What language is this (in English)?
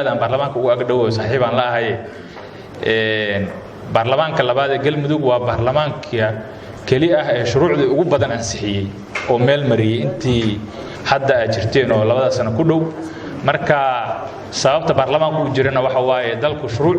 Somali